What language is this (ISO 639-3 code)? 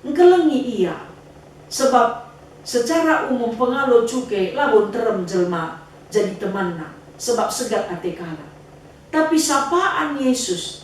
btx